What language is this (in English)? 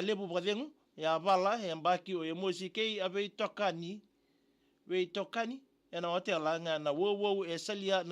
Fijian